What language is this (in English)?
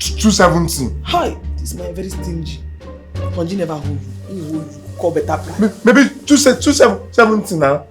Nigerian Pidgin